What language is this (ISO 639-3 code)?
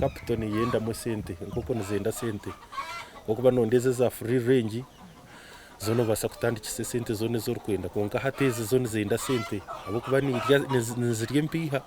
nyn